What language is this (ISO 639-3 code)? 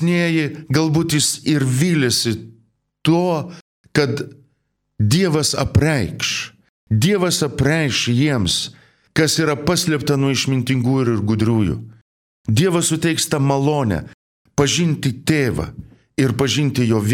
lit